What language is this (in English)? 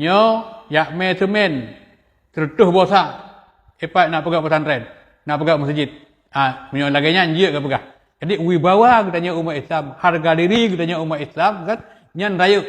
Achinese